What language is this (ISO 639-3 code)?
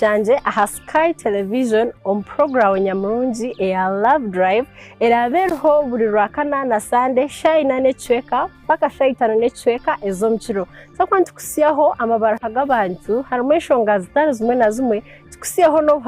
nyn